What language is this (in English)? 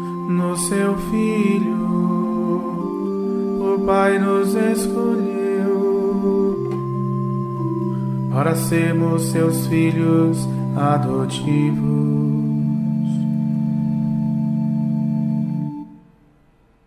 Portuguese